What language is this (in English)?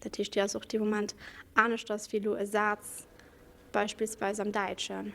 Luxembourgish